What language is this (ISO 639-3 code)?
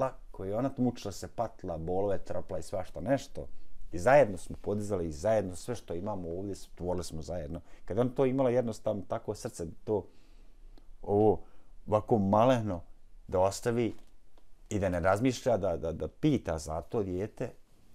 bos